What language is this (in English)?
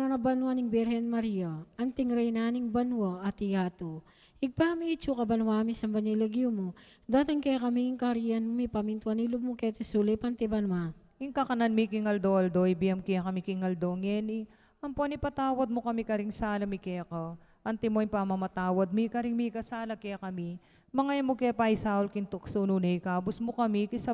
Pampanga